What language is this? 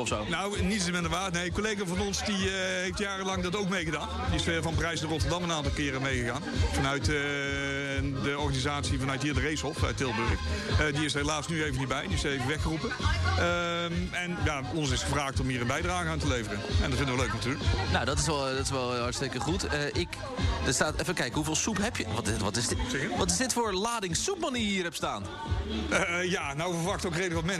Dutch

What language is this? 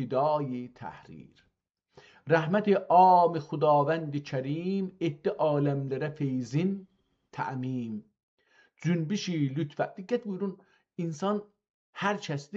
South Azerbaijani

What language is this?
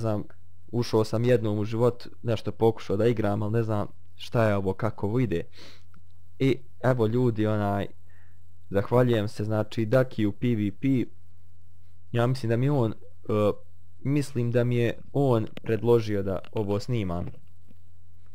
Bosnian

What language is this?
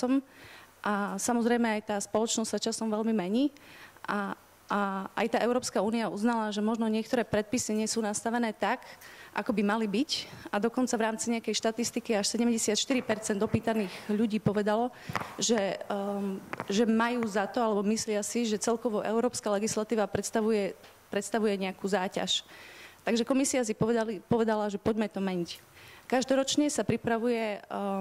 Slovak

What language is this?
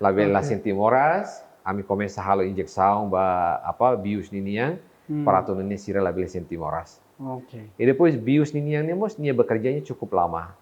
Tetum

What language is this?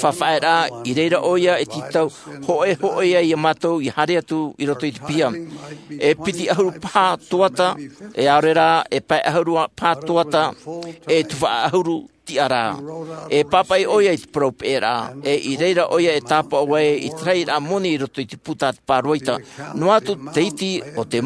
Tahitian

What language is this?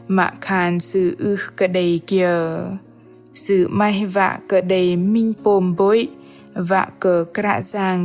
Bahnar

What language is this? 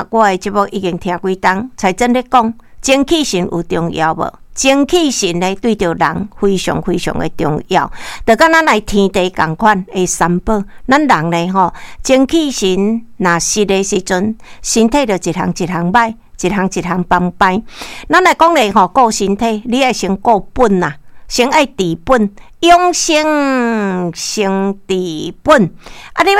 Min Nan Chinese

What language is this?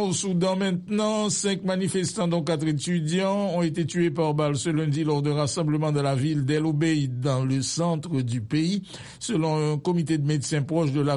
French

